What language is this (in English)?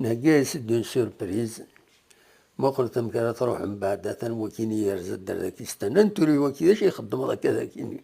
Kabyle